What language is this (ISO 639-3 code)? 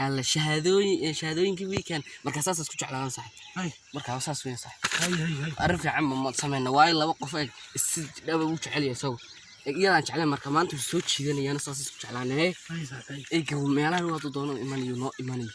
som